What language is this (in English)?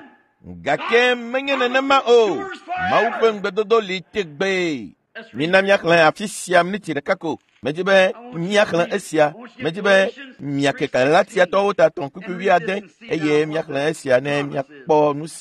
Ewe